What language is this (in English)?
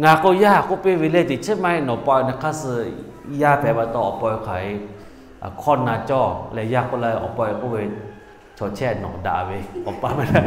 Lahu